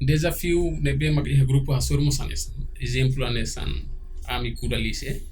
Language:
Tetum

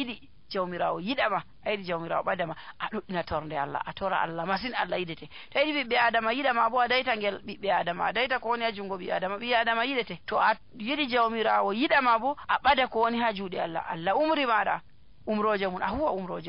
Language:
Nigerian Fulfulde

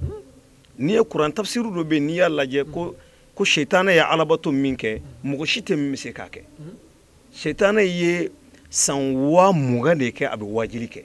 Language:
Bambara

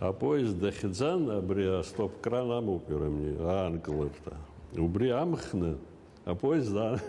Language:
Abkhazian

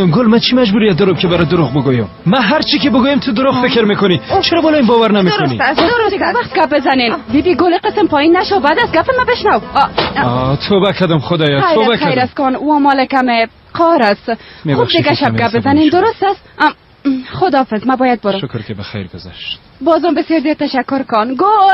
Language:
Persian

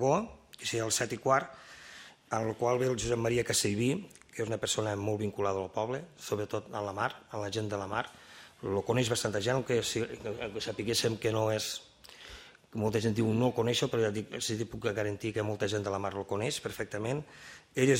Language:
Catalan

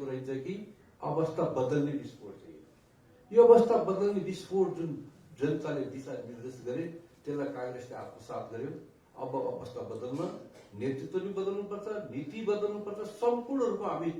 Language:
Nepali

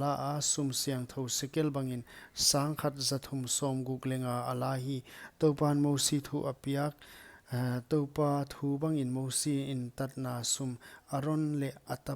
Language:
Paite Chin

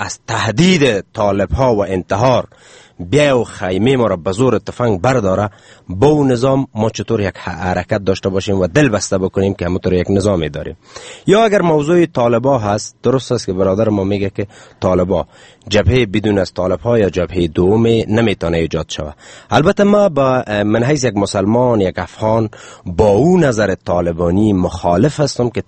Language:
Persian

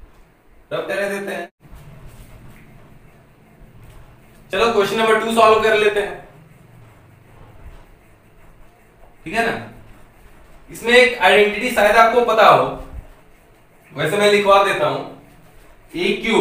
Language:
Hindi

